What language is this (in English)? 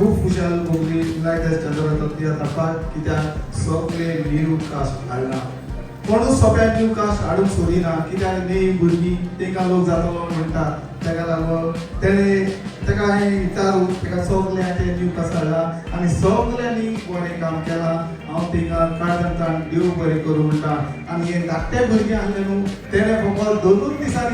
Konkani